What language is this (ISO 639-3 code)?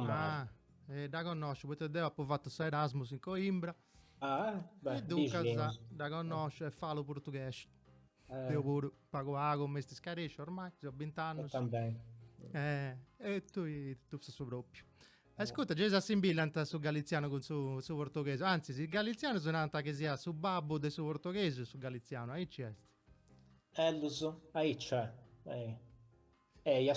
srd